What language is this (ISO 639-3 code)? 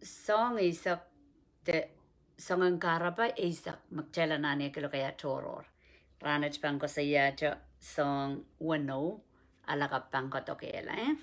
pon